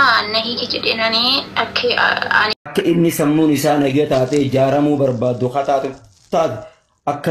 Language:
Oromo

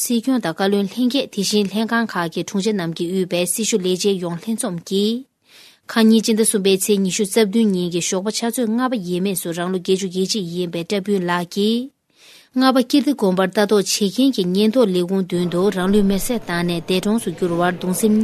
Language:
Tibetan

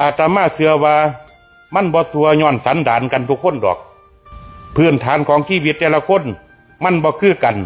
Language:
Northeastern Thai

